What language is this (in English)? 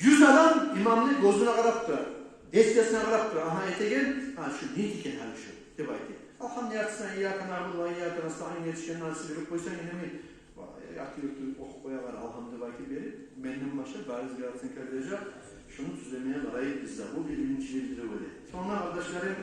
Kumyk